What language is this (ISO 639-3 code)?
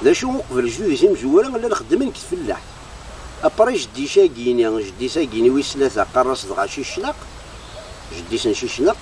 kab